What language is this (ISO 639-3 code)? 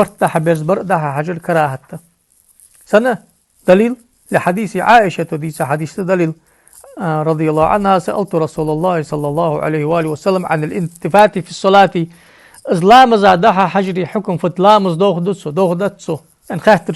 inh